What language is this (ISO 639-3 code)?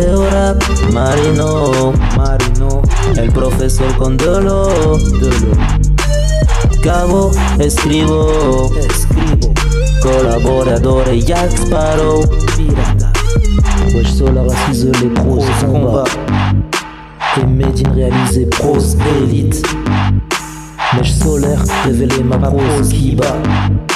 fra